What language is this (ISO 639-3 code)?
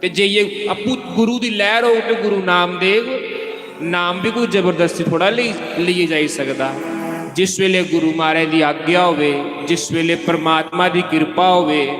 doi